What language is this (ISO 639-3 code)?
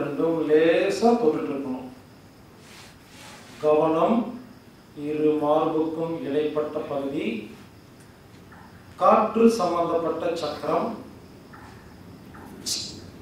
tam